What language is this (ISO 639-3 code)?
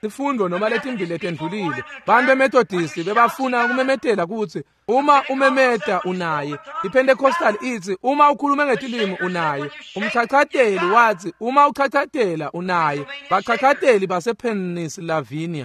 ssw